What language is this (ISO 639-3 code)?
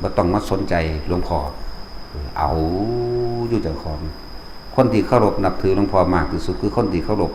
lao